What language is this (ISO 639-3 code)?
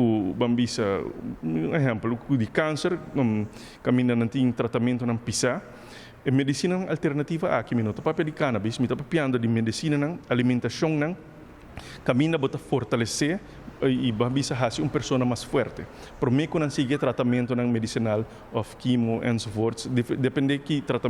pap